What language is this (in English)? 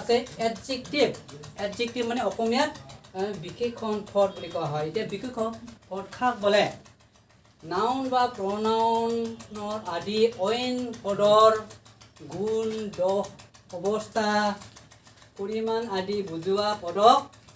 Assamese